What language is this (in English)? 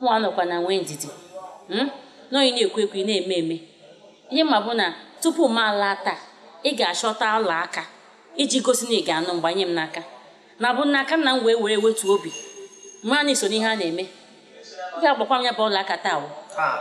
Igbo